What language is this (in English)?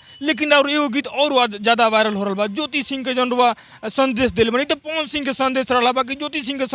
Bhojpuri